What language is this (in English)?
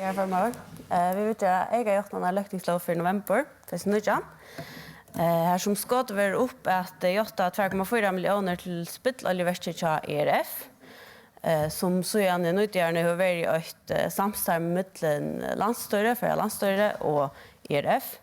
Faroese